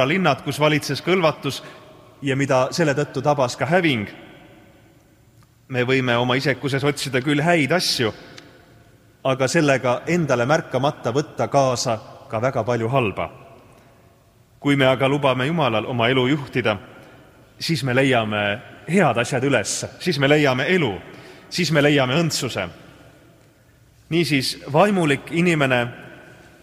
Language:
Estonian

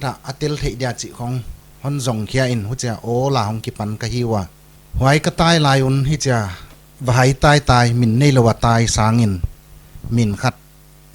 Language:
Paite Chin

